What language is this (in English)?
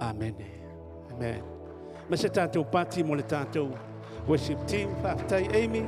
Samoan